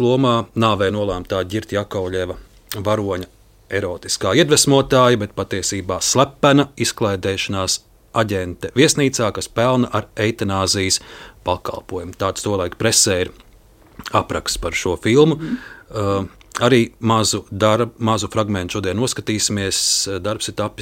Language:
Latvian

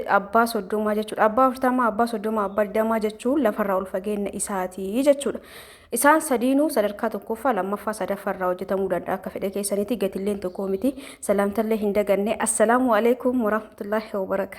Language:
Oromo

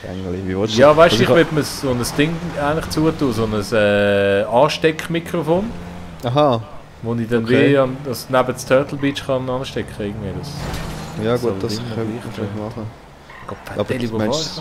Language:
Swiss German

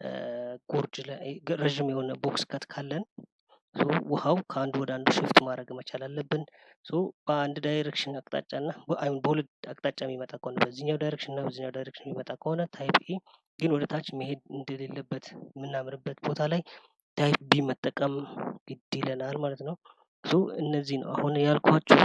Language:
Amharic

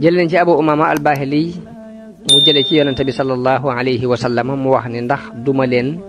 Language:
Wolof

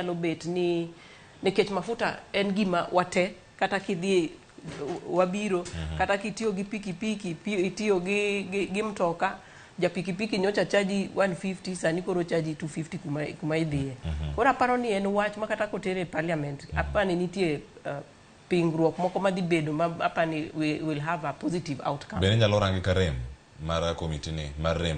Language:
Luo (Kenya and Tanzania)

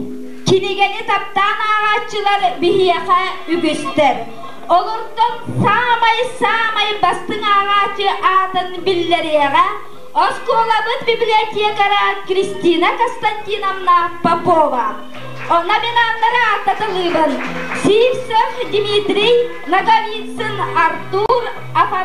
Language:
Yakut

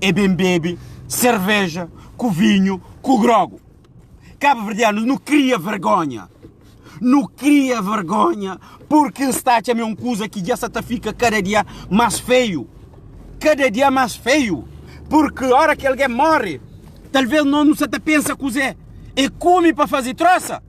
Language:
Kabuverdianu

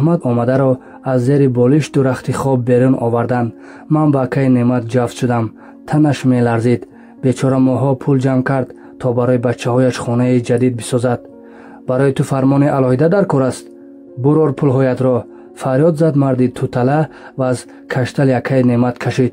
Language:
Tajik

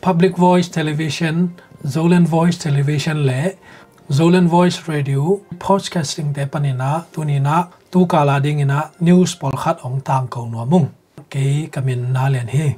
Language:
Tedim Chin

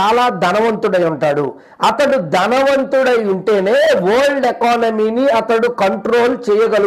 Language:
Telugu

